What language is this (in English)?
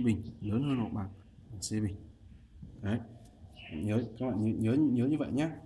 Vietnamese